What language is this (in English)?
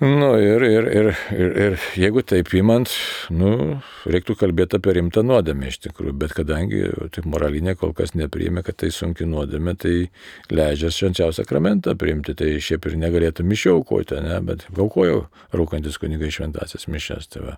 Lithuanian